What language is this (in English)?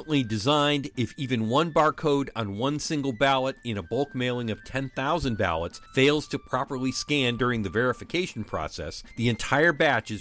English